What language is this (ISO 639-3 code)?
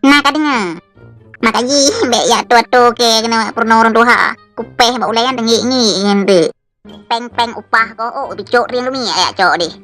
ace